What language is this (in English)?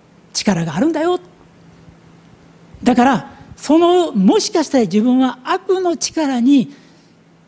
Japanese